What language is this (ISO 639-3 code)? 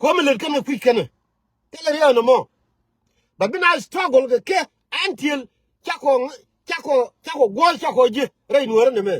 nus